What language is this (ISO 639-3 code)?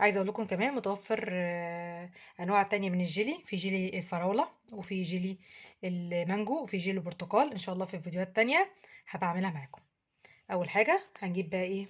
arz